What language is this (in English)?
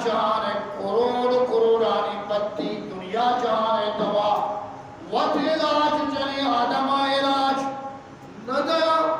Eastern Balochi